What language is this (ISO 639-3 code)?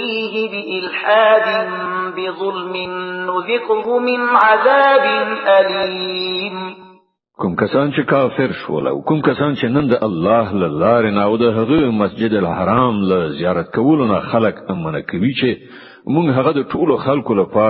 pus